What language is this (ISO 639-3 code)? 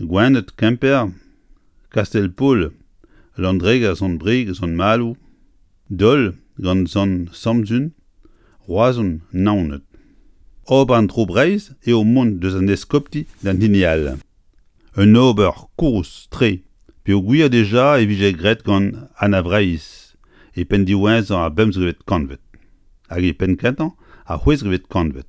bre